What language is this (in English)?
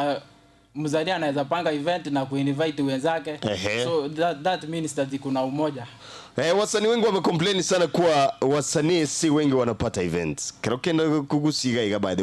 Gusii